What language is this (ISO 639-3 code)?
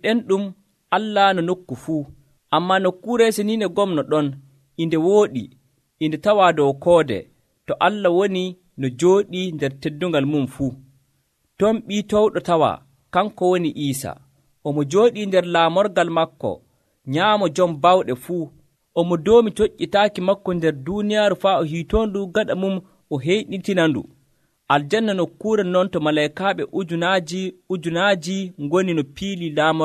fuv